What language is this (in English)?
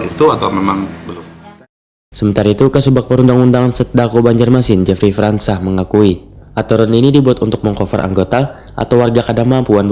Banjar